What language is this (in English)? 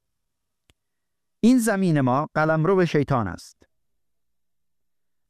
Persian